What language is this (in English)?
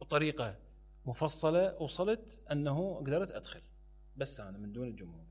Mesopotamian Arabic